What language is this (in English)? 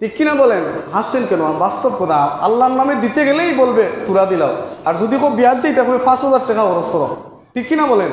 Sylheti